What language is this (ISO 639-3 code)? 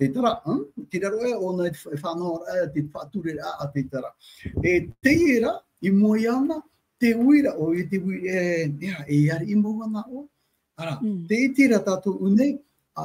tah